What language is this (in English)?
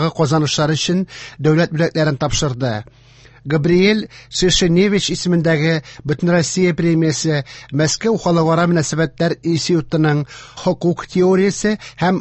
Tatar